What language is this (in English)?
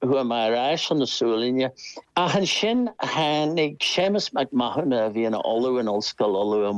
Irish